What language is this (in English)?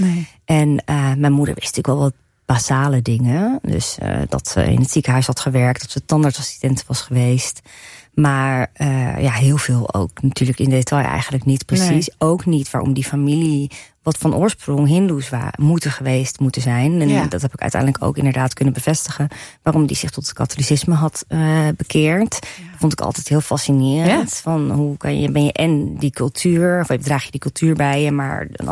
Dutch